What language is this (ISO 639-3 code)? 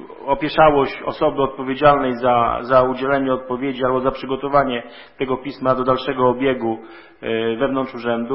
pol